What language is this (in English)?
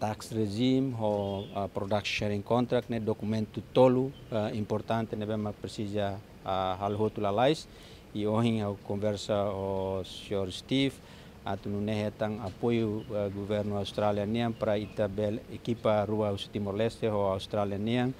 Tetum